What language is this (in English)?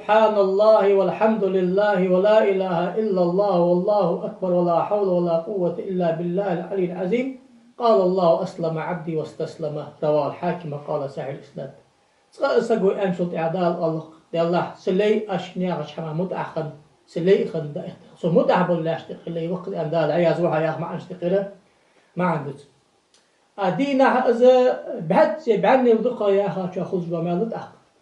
Ingush